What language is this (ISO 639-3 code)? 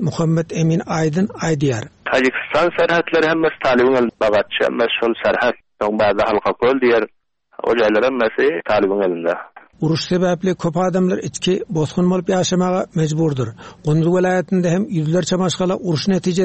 tuk